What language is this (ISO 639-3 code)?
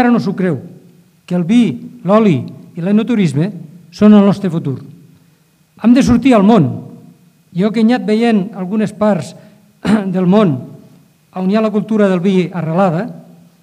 cat